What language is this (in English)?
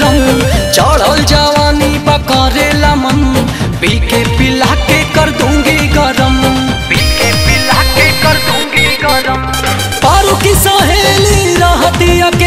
Bhojpuri